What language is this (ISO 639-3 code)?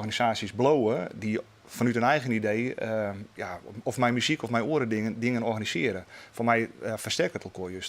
fry